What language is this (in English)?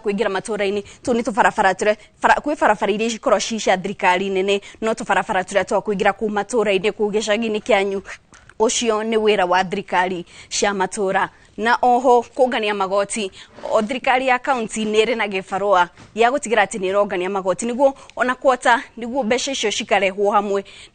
Kikuyu